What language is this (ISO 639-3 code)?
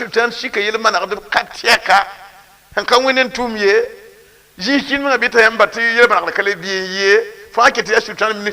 mos